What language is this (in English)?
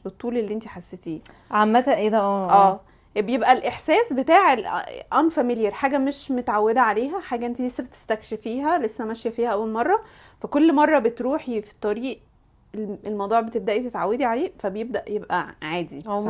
Egyptian Arabic